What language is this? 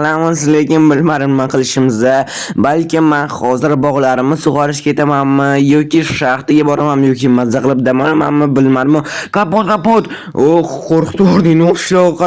Uzbek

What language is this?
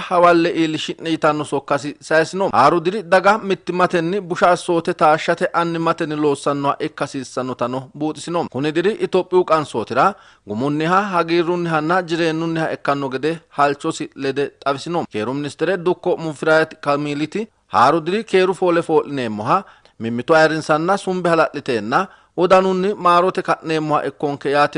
Sidamo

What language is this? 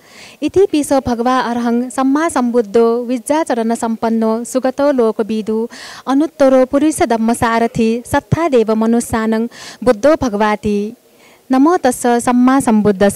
Newari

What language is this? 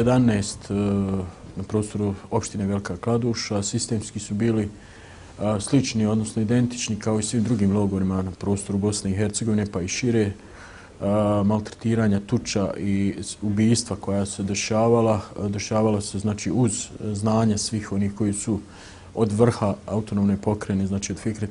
Bosnian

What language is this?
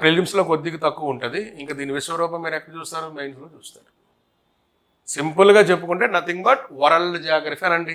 Telugu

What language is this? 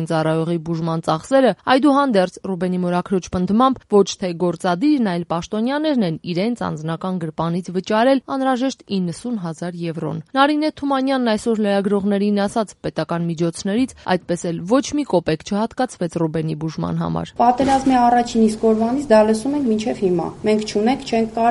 Armenian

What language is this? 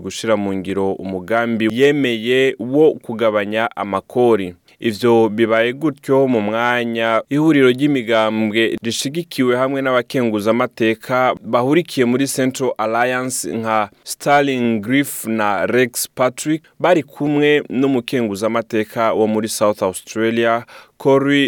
Rundi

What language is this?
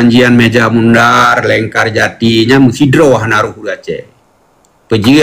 Achinese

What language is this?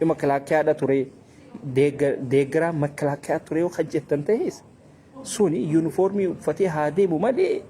Oromo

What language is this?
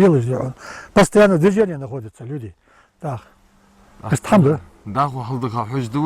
Ingush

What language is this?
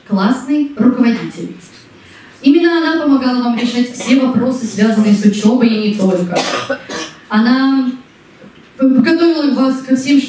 Russian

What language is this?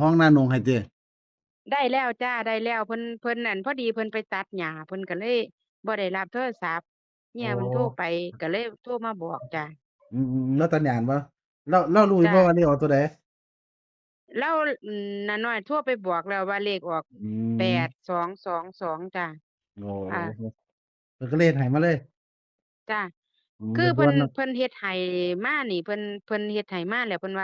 Northeastern Thai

